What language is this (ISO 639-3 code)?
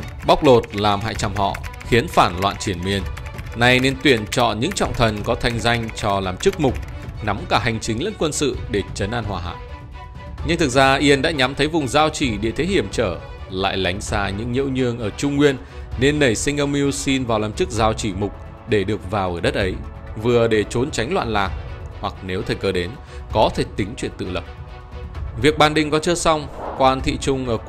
vie